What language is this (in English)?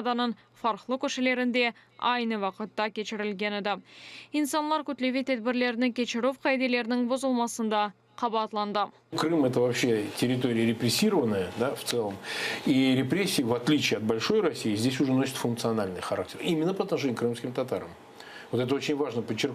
Crimean Tatar